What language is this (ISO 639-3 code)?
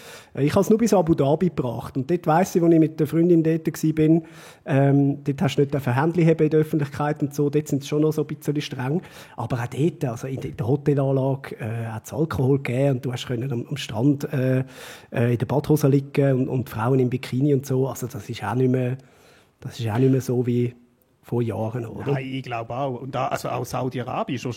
gsw